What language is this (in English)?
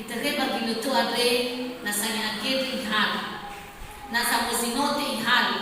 Nias